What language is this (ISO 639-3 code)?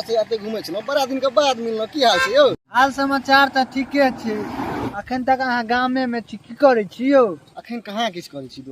mai